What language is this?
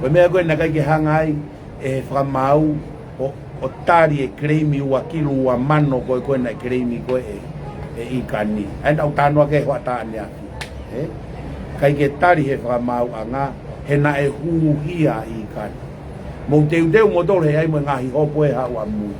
Tongan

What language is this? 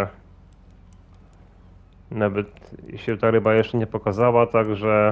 Polish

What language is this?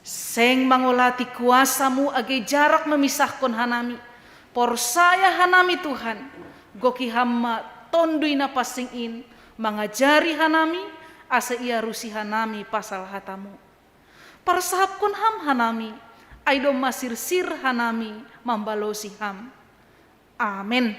Batak Simalungun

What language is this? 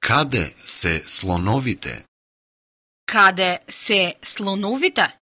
Macedonian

